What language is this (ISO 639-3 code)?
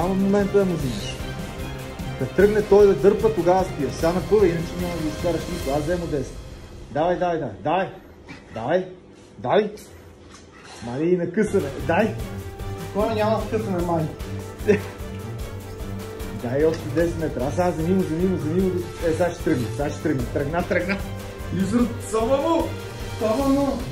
bul